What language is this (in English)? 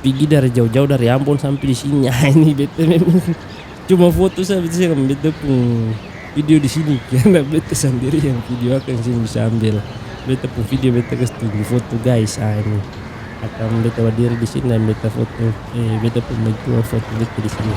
Ambonese Malay